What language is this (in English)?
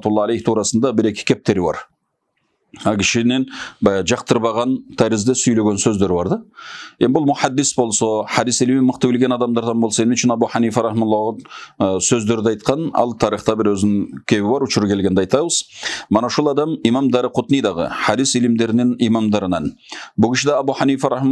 Kyrgyz